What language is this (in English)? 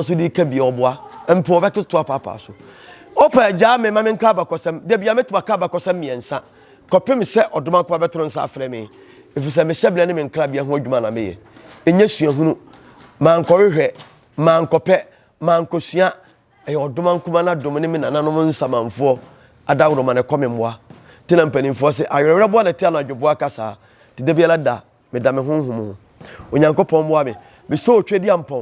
Akan